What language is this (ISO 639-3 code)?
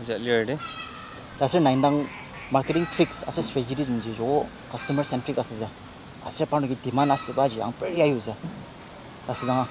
njo